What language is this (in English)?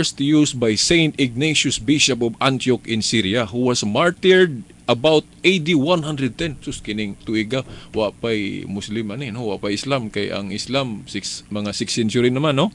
Cebuano